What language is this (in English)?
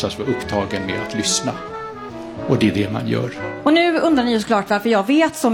Swedish